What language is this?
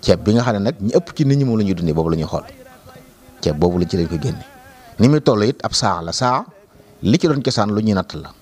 Wolof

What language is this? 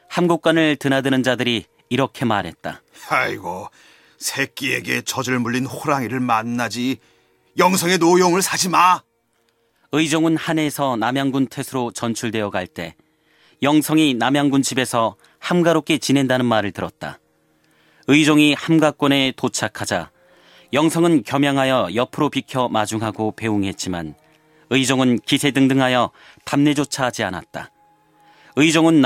Korean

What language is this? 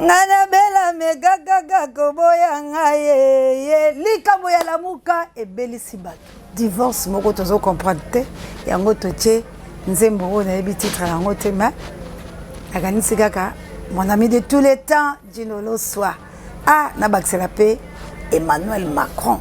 Lingala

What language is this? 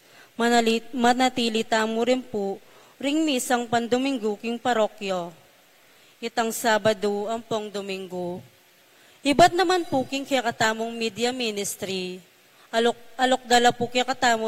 Pampanga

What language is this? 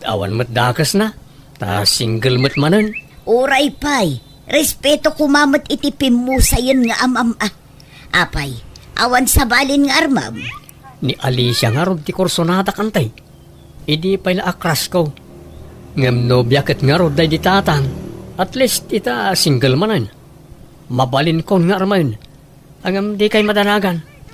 Iloko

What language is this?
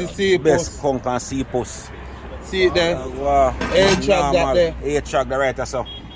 Jamaican Creole English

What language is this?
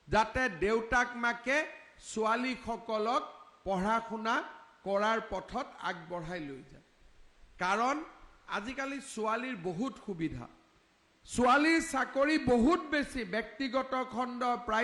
Assamese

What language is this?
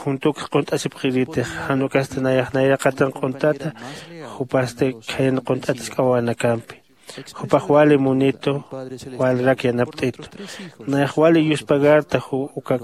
Aymara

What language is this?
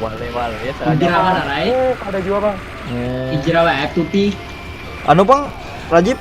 Banjar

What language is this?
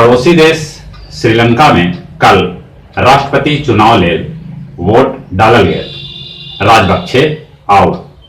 Magahi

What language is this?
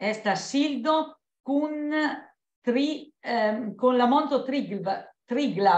Esperanto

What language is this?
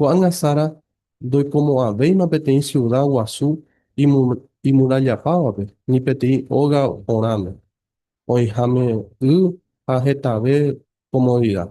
Guarani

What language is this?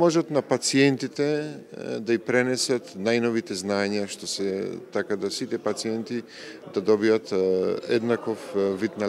Macedonian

